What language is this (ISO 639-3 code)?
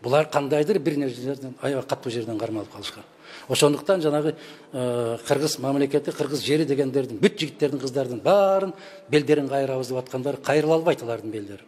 kir